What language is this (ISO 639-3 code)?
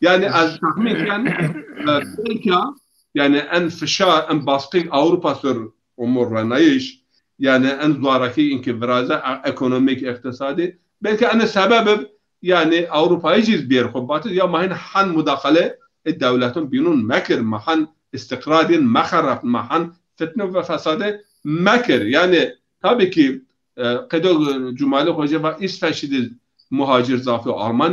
zza